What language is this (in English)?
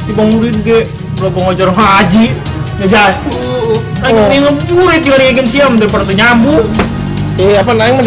Sundanese